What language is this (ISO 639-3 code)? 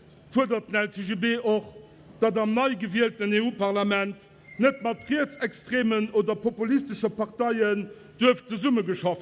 ltz